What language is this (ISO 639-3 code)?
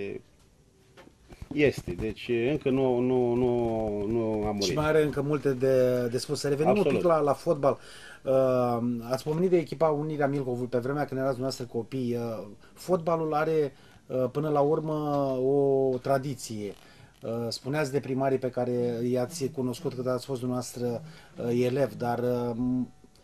ron